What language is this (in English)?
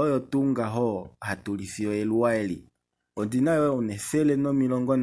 Kuanyama